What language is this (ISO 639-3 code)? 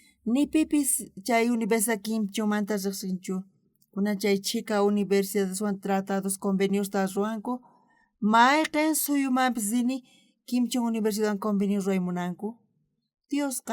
quh